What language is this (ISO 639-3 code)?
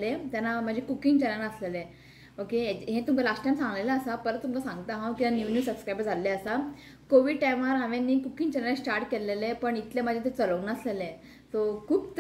kok